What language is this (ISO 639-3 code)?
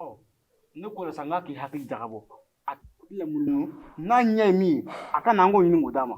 bam